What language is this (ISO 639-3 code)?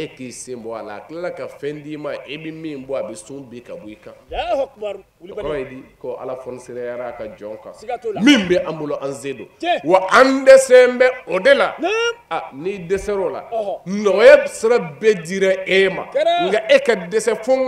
bam